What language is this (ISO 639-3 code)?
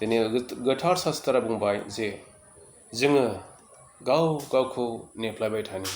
brx